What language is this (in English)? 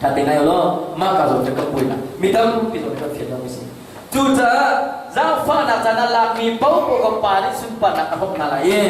Hakha Chin